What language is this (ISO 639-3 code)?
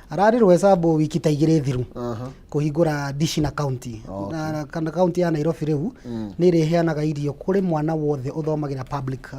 kik